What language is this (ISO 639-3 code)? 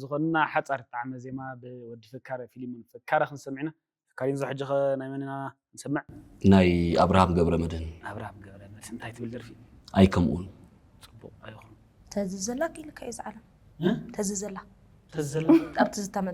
tir